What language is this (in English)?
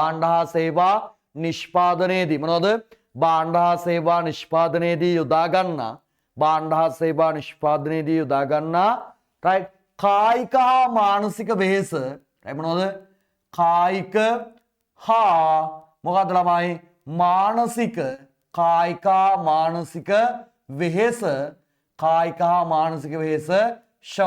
Sinhala